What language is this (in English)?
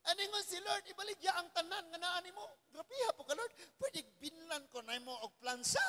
Cebuano